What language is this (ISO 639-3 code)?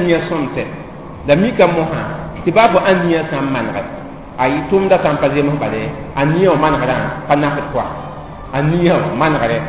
mos